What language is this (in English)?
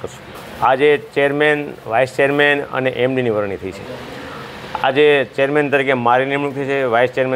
Gujarati